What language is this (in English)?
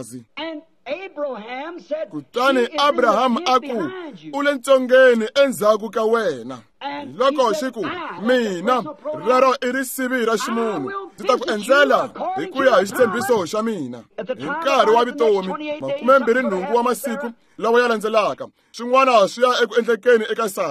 Tsonga